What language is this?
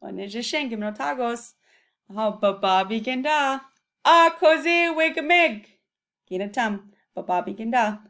Chippewa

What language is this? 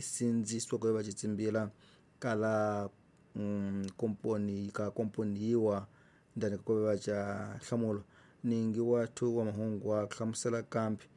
Tsonga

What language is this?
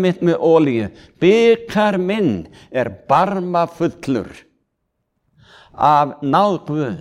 Icelandic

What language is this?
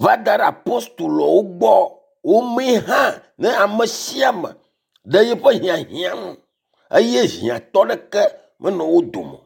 Ewe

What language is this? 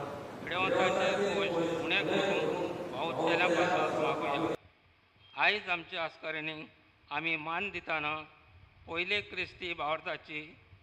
Konkani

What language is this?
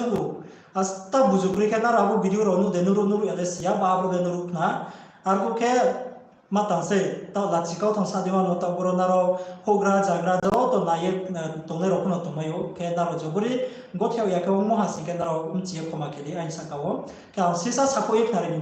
Riang (India)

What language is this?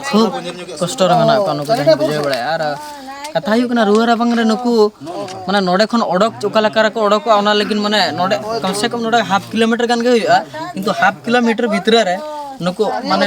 Santali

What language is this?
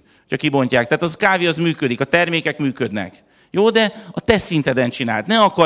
Hungarian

